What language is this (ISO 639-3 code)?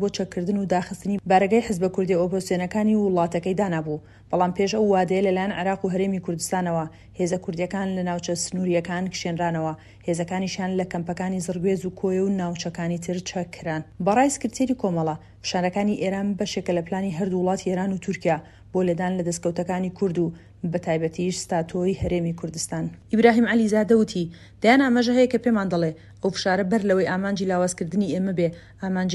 ckb